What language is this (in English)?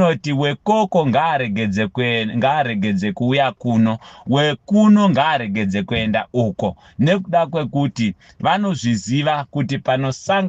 Shona